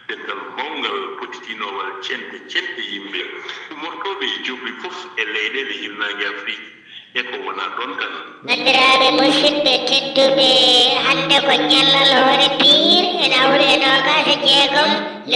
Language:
Fula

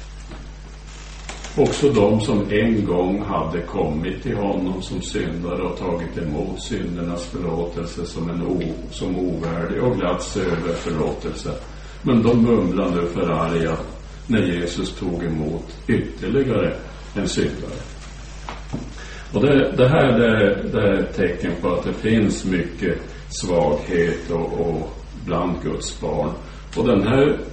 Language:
Swedish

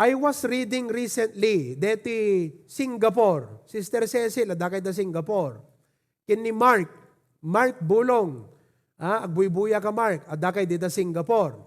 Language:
Iloko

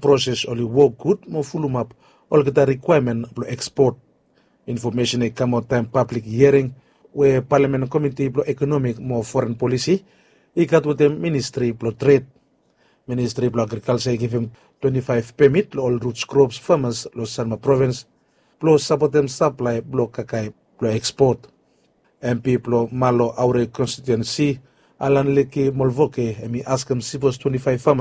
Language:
Bislama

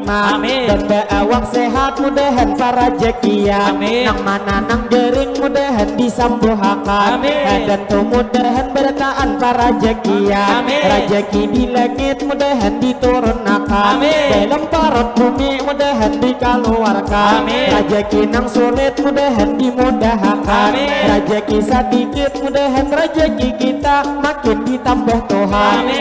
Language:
Banjar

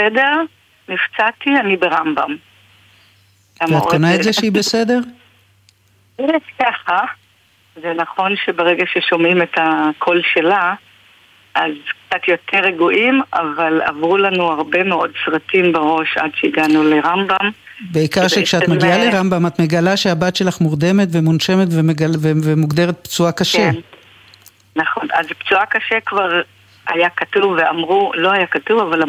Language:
Hebrew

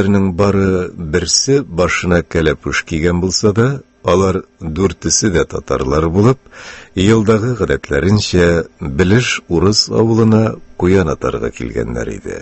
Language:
Tatar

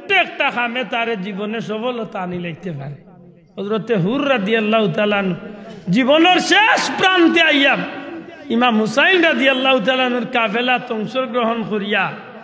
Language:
Sylheti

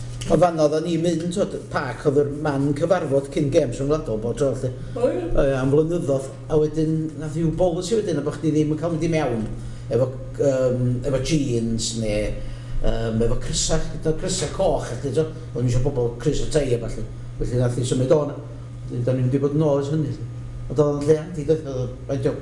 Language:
Welsh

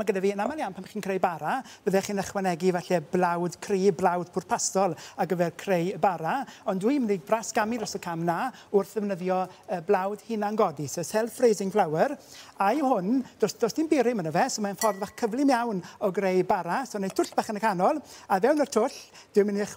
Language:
Welsh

